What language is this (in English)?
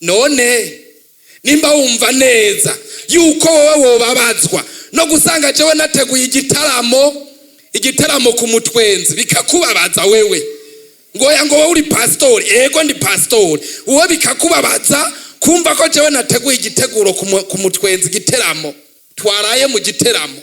Rundi